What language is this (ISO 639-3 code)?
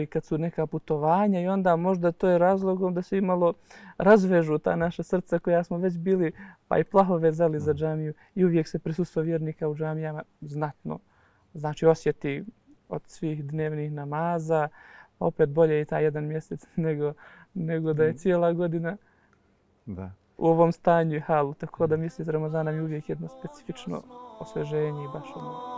bos